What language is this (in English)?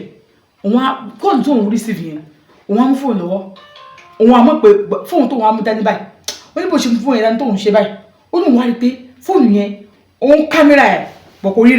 Yoruba